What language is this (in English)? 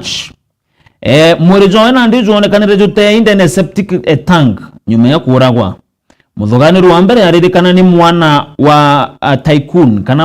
Meru